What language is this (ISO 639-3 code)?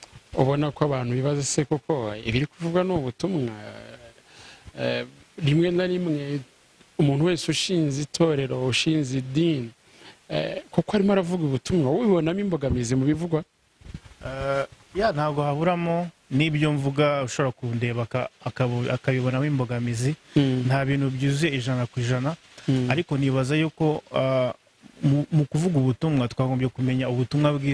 kin